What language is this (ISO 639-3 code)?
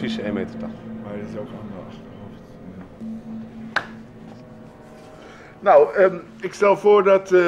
nld